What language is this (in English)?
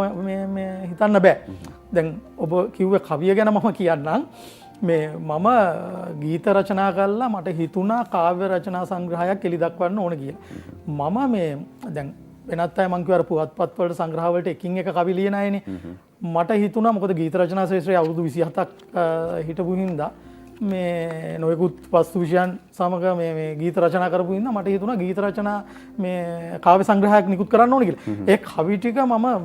Sinhala